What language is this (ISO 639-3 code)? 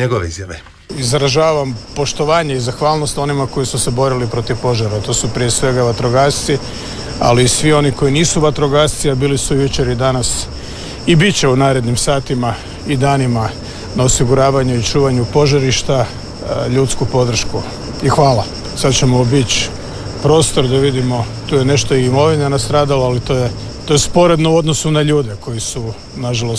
hrv